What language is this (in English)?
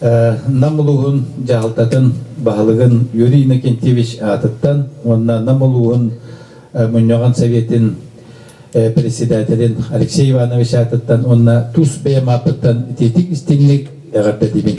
Yakut